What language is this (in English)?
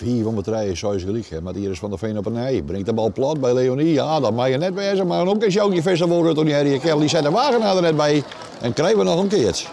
Western Frisian